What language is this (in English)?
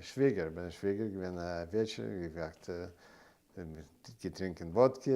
Yiddish